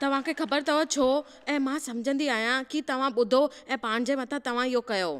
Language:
Sindhi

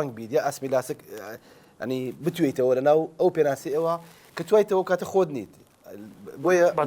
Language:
Central Kurdish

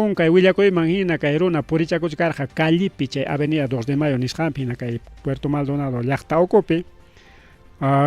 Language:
Ayacucho Quechua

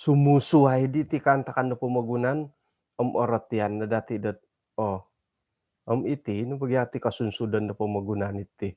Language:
Central Dusun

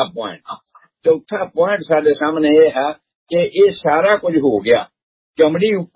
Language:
Punjabi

